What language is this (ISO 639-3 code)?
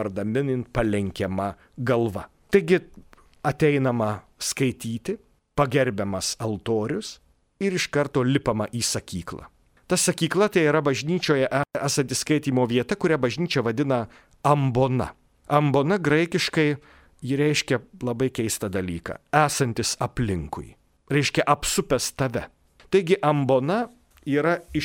lit